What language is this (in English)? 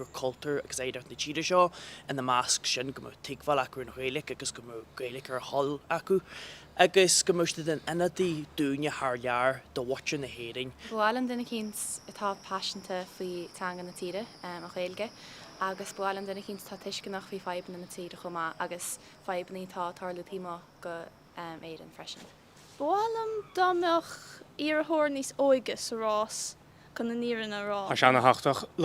Irish